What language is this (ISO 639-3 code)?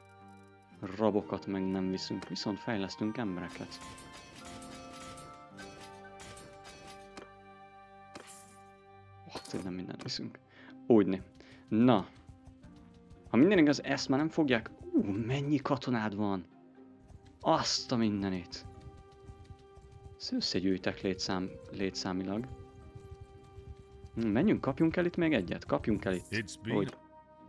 hun